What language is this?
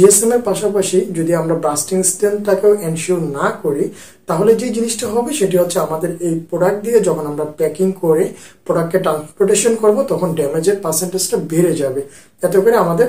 Bangla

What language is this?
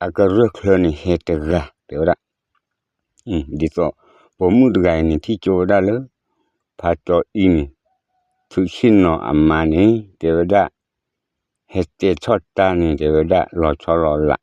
S'gaw Karen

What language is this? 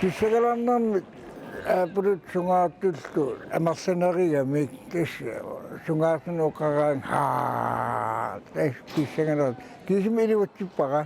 Kalaallisut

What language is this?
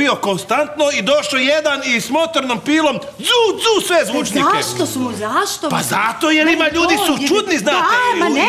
Croatian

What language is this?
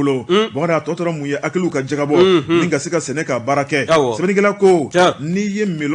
Bambara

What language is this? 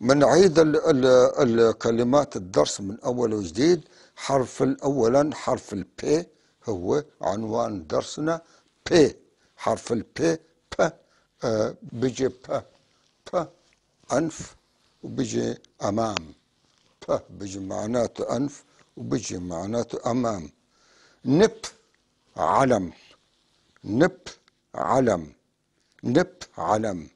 North Levantine Arabic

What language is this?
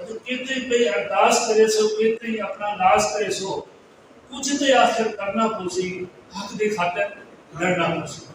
Saraiki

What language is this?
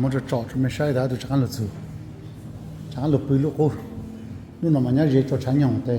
Hmong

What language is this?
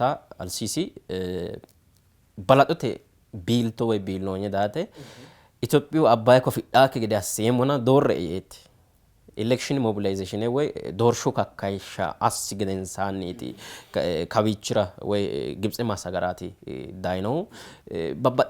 Sidamo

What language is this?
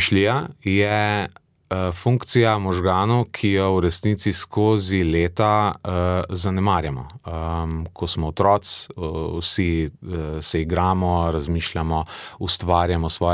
Slovenian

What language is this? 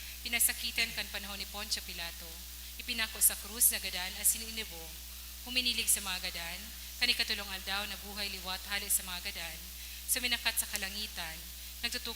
Bikol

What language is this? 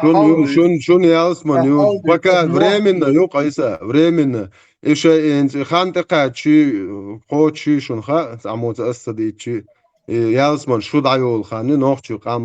Chechen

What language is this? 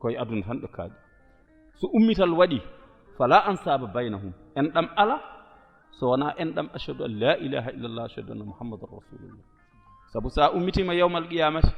Fula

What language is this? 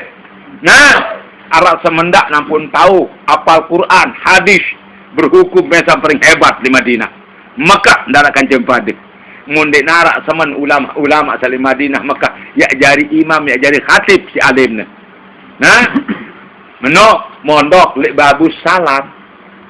Sasak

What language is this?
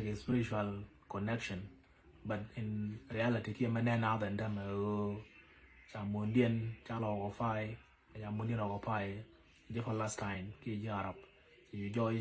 Nuer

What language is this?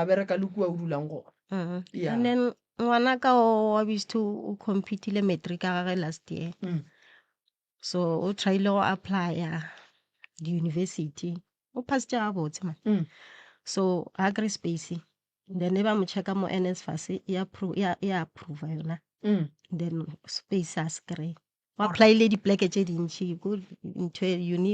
Northern Sotho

